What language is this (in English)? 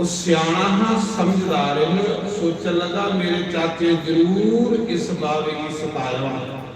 Dogri